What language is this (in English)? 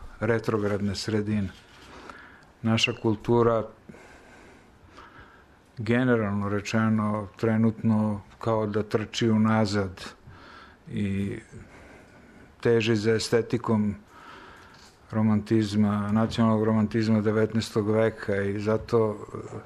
Serbian